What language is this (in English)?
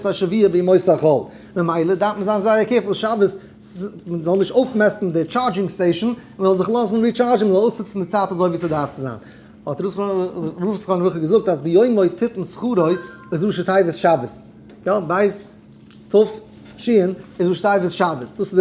Yiddish